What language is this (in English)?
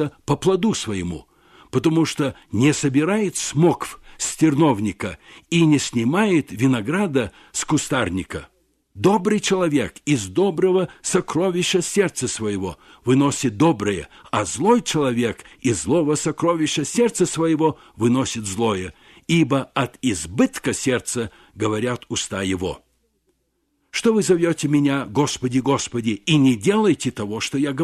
Russian